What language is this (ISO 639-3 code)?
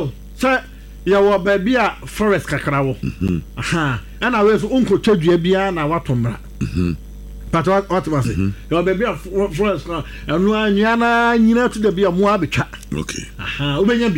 aka